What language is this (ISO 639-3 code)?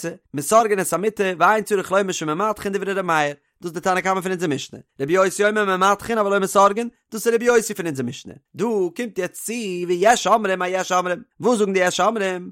yid